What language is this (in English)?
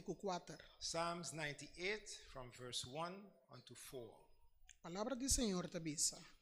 Papiamento